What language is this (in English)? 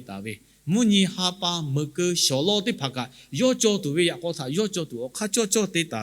Lahu